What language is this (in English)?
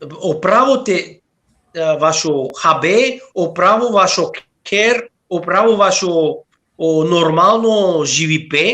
Balkan Romani